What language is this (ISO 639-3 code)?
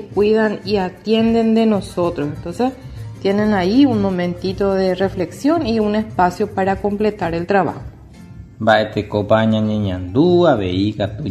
grn